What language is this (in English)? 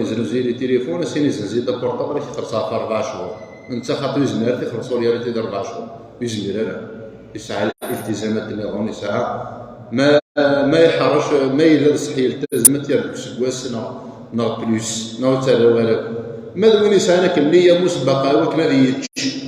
Kabyle